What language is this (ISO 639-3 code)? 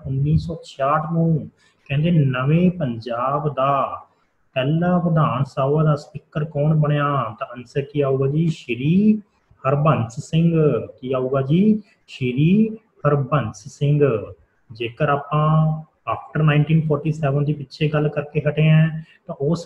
pan